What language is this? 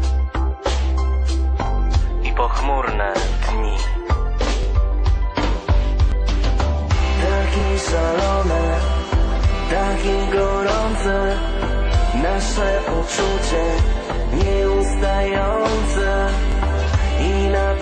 Polish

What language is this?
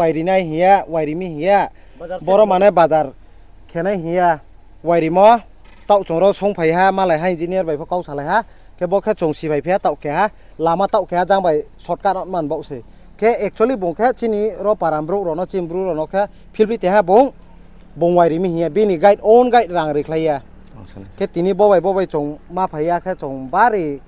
Riang (India)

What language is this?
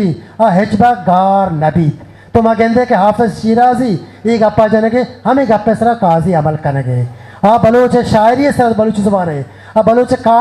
Eastern Balochi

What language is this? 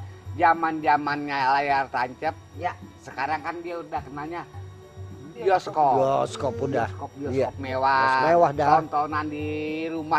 Betawi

